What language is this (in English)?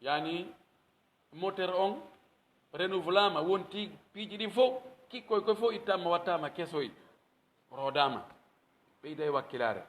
Pular